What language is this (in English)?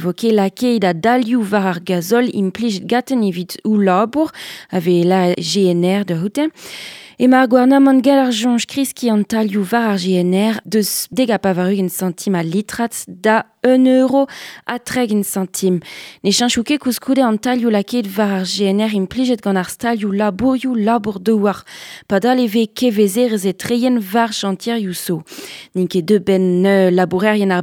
Breton